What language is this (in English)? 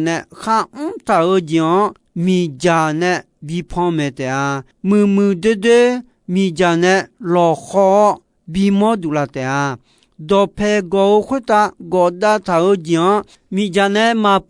Akha